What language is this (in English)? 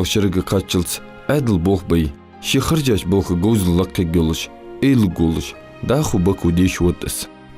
Ingush